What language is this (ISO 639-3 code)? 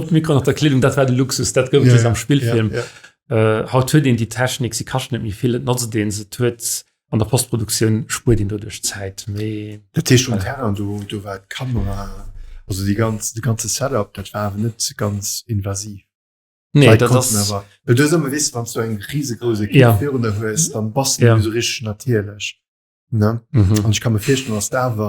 ltz